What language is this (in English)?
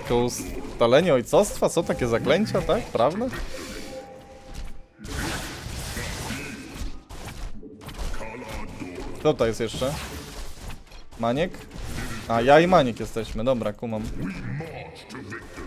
Polish